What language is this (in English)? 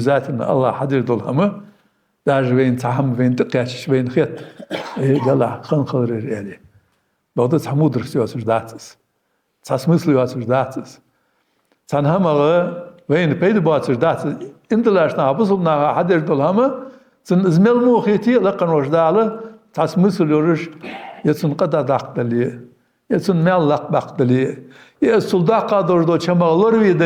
Ingush